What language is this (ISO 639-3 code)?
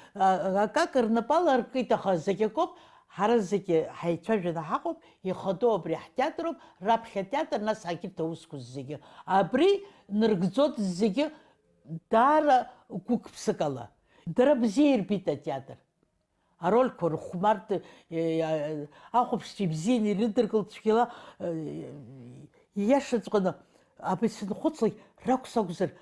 abk